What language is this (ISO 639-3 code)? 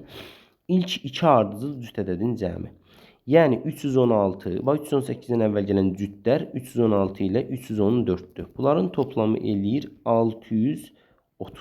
aze